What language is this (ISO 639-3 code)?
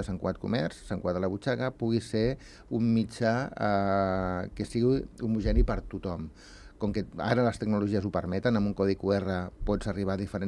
cat